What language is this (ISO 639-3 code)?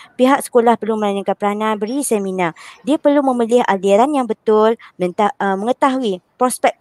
msa